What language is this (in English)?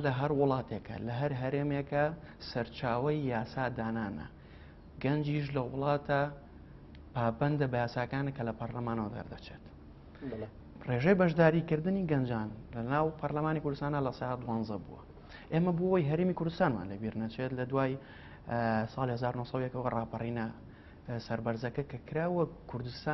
Central Kurdish